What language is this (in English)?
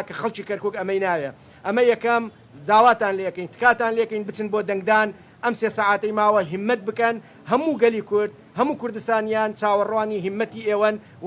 Central Kurdish